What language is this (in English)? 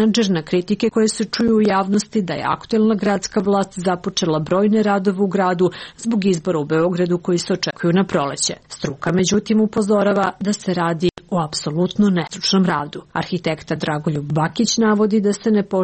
Serbian